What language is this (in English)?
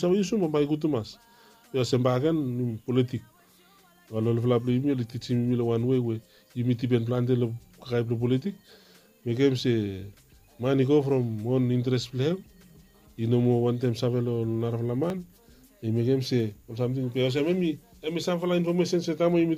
Bislama